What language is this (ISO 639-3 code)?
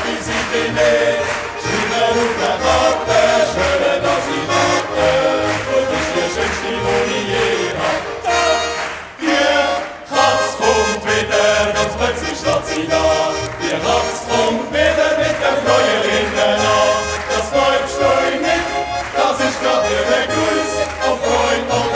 gsw